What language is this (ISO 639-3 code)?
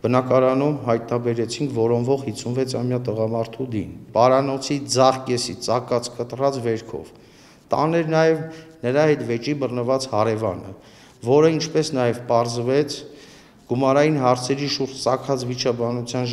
hye